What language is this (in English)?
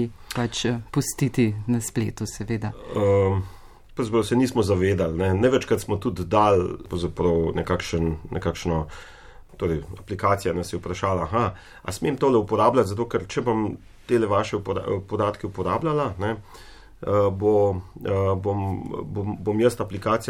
Slovenian